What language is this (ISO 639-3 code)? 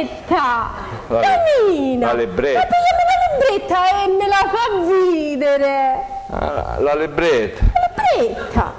scn